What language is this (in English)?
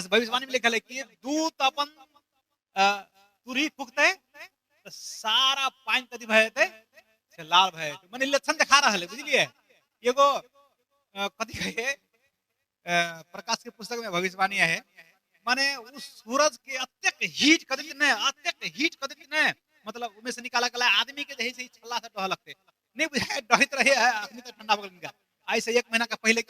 Maithili